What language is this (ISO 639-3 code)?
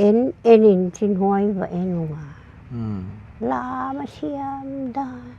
pck